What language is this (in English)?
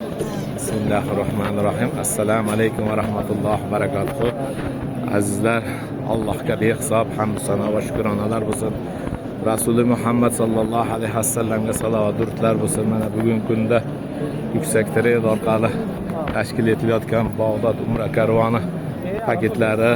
Uzbek